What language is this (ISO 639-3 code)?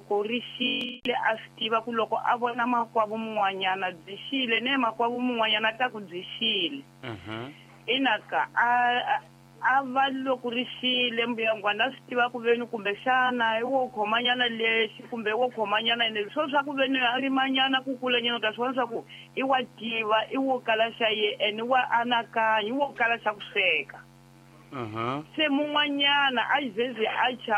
tso